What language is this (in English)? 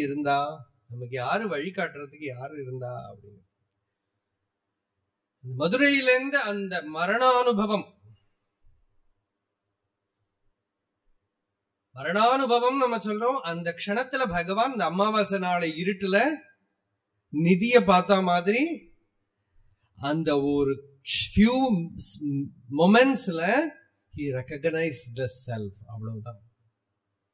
Tamil